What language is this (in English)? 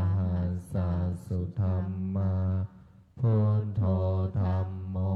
Pali